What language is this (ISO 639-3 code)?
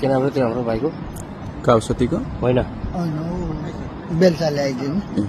nep